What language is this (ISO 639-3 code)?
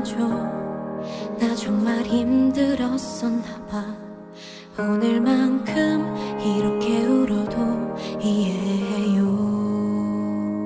kor